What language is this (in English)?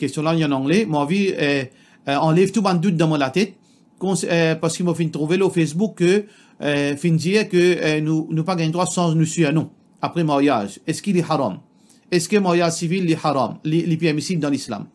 Morisyen